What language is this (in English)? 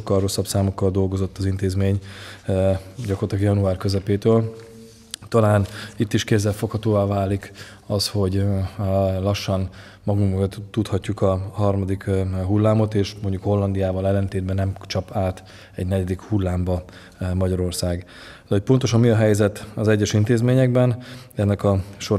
Hungarian